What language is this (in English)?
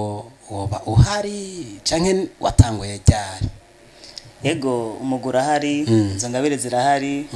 Rundi